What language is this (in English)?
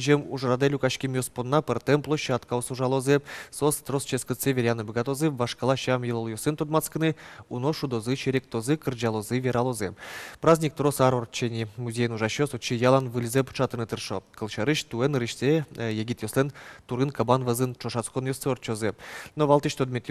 Udmurt